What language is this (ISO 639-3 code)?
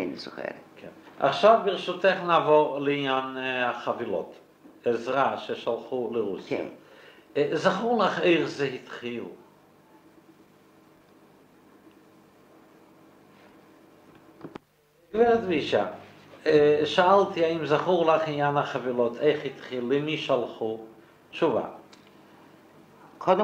heb